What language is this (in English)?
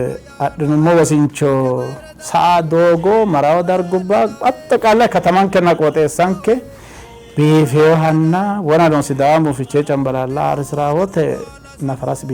Sidamo